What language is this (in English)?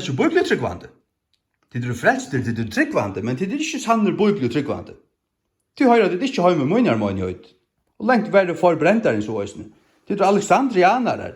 Faroese